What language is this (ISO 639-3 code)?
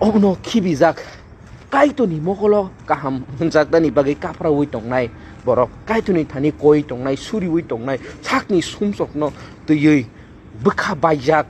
trp